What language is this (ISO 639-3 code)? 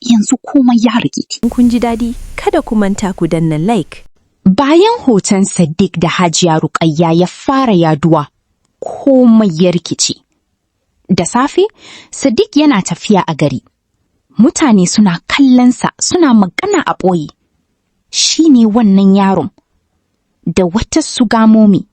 hau